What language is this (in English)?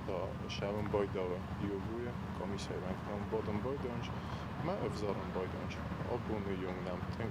Ossetic